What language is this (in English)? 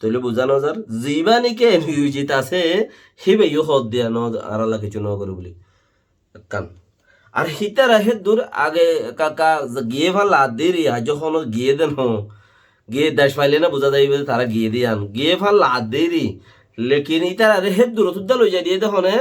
Rohingya